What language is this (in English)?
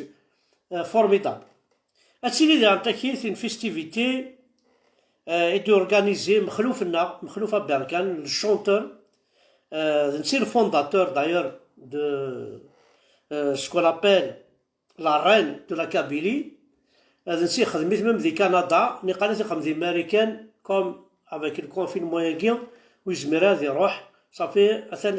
Kabyle